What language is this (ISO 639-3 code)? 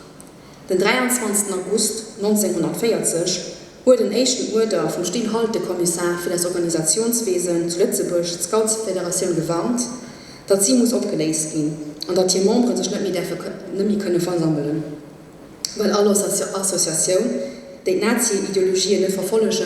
ltz